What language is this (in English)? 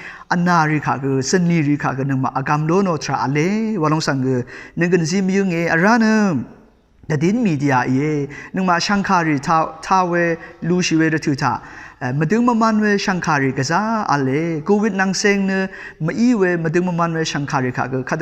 Rawang